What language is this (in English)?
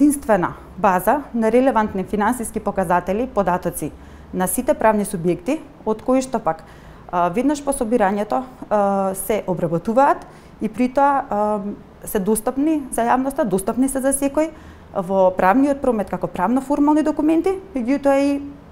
Macedonian